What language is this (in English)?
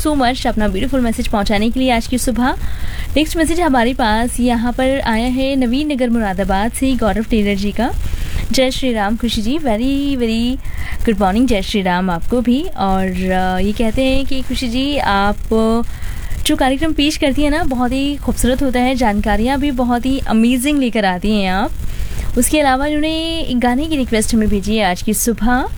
Hindi